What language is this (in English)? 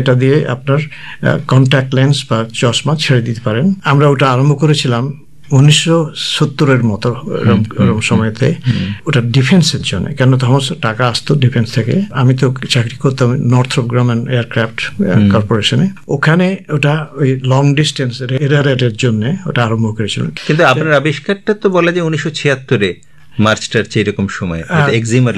Bangla